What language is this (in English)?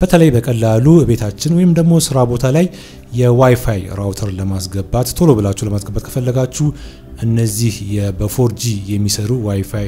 Amharic